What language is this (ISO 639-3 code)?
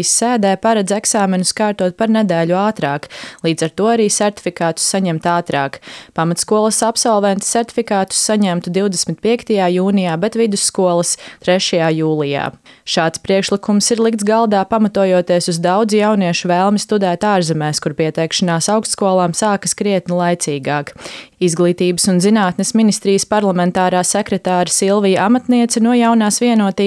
lav